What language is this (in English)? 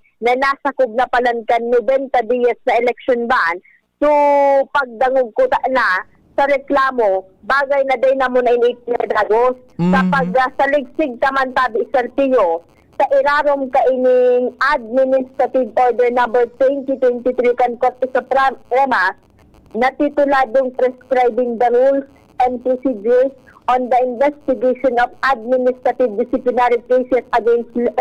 Bikol